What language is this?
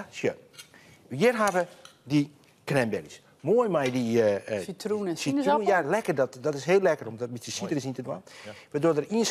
Western Frisian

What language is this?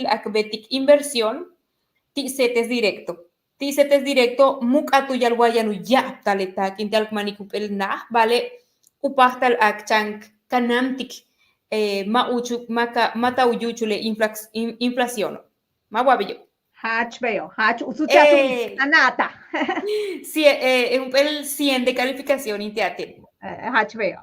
Yucateco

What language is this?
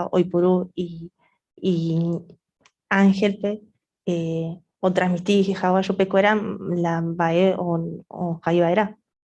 Guarani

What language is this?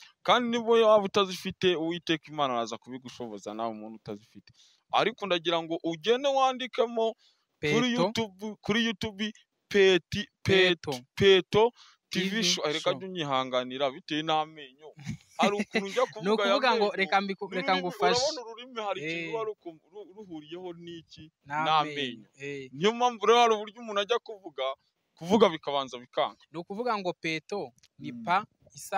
Kinyarwanda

